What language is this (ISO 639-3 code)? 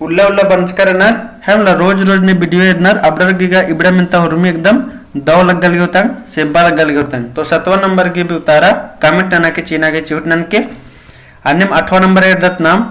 kru